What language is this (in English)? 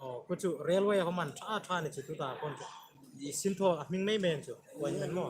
Hmar